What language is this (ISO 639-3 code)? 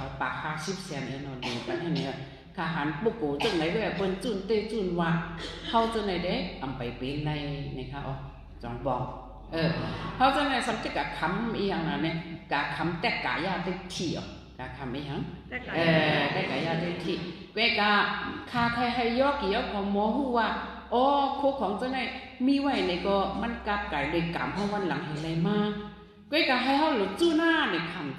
shn